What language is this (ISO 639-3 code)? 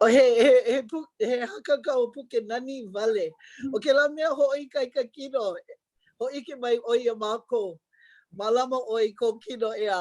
haw